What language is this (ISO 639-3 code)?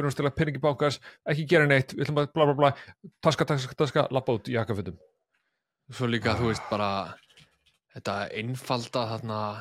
isl